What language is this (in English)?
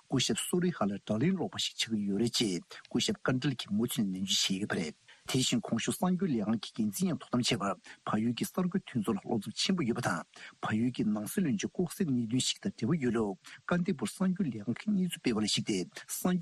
Tibetan